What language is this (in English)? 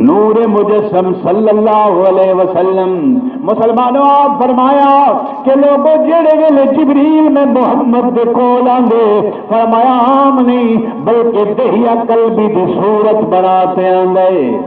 Saraiki